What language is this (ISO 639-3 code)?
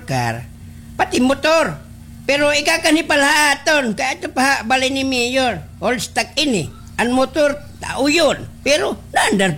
war